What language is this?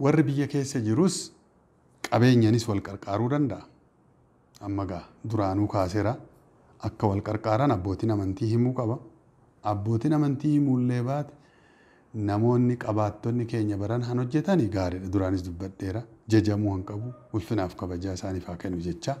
Oromo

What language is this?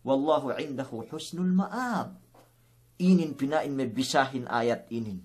Yakan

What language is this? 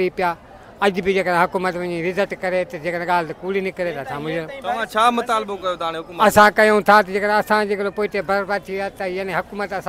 Sindhi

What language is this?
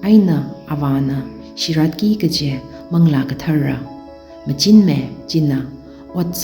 Tangkhul Naga (India)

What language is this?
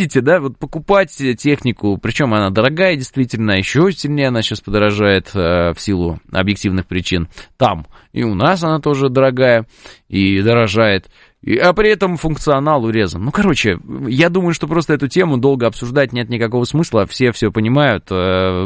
Russian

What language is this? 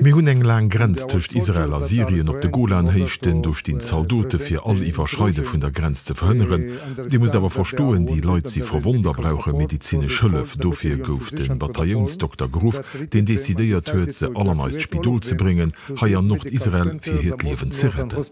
Luxembourgish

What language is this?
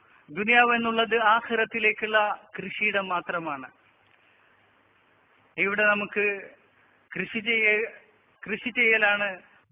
Malayalam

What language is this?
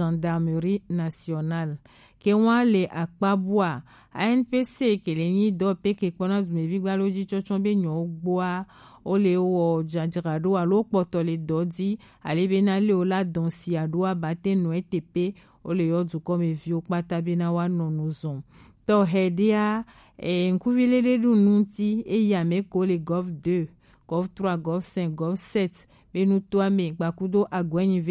Gen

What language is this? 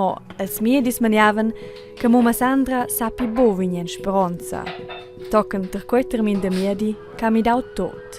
Romansh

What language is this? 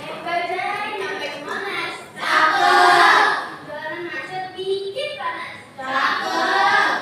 Betawi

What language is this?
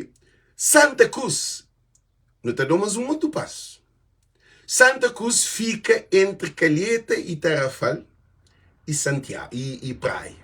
Kabuverdianu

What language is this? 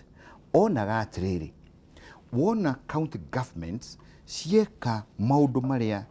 Kikuyu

